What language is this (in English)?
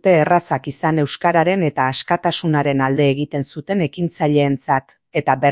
Basque